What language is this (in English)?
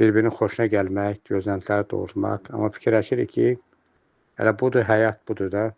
Azerbaijani